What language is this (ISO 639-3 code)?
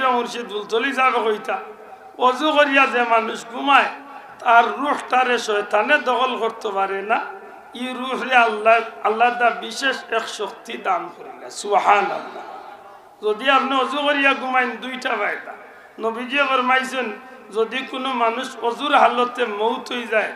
syl